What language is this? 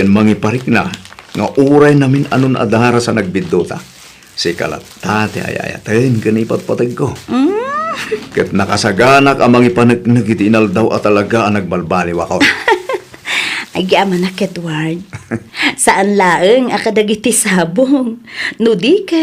Iloko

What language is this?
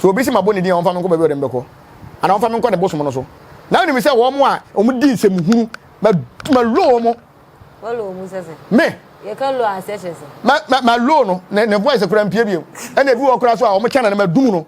Akan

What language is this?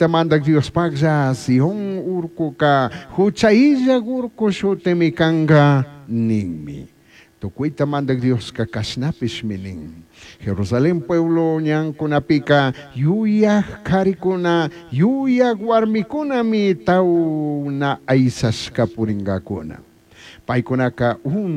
Chimborazo Highland Quichua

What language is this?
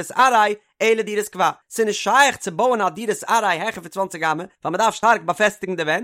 Yiddish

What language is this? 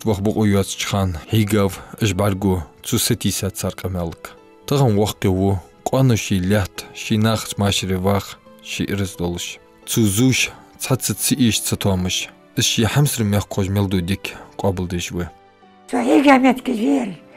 Ingush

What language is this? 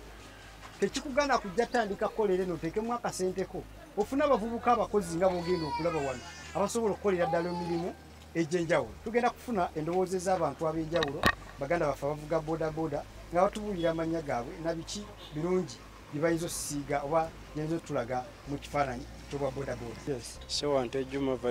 Ganda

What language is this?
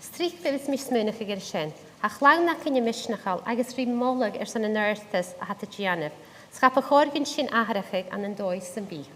Scottish Gaelic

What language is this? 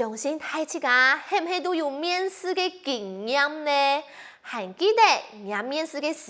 Hakka Chinese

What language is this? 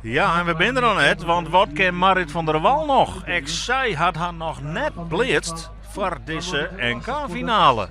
Western Frisian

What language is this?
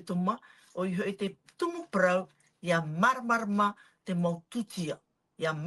Tahitian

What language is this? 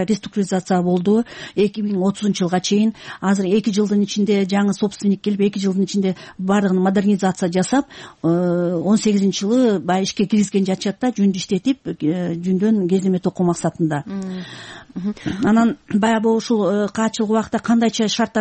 Kyrgyz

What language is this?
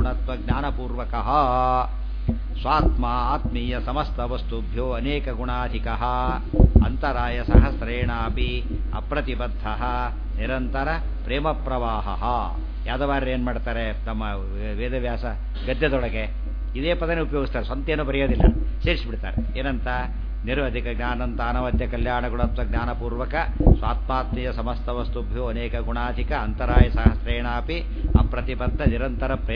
Kannada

